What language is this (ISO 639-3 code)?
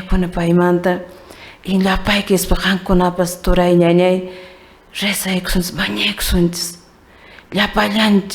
que